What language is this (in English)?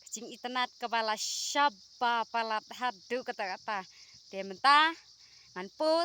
Khasi